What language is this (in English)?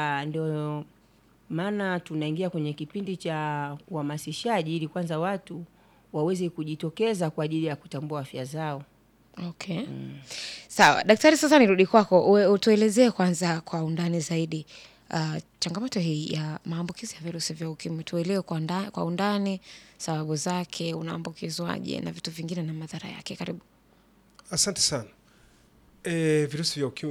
Swahili